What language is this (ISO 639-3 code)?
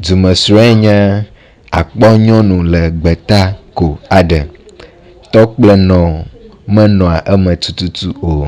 ewe